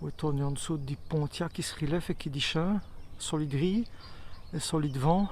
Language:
Walloon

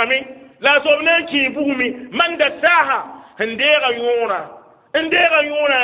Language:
Mossi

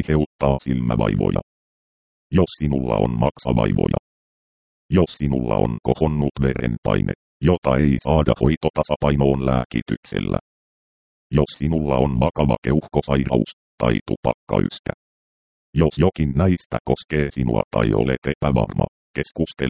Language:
Finnish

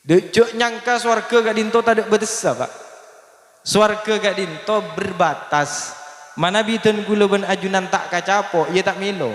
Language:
Madurese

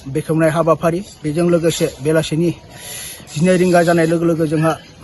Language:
Bodo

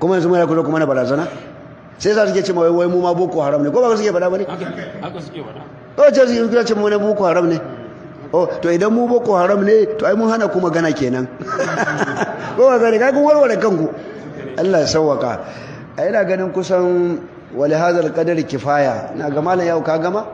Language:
Hausa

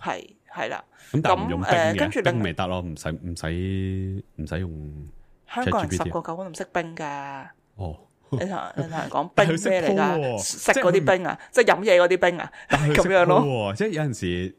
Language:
Cantonese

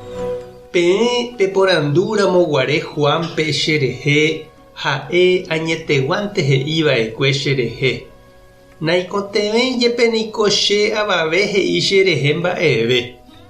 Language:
Guarani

